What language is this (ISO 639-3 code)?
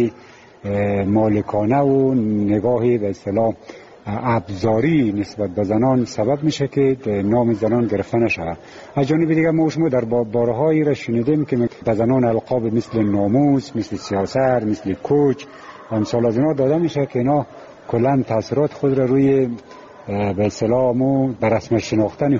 fas